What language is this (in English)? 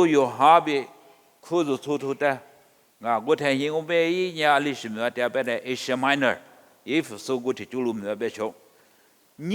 Lisu